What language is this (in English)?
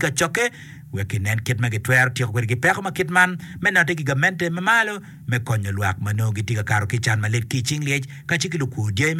Acoli